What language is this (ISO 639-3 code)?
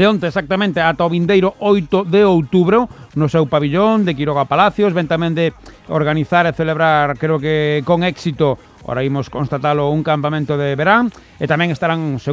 glg